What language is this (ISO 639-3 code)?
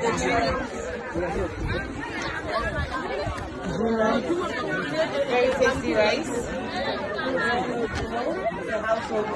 eng